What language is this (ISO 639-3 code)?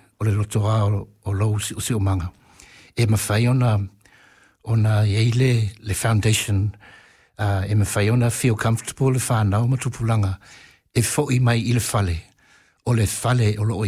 smo